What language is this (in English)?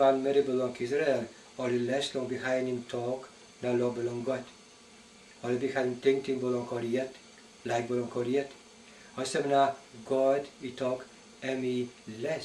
Tok Pisin